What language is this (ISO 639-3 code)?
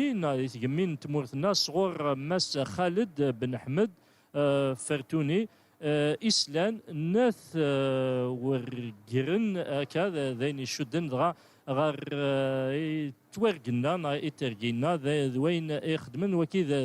kab